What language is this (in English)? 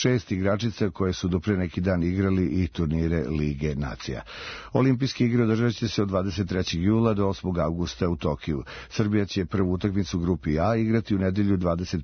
Serbian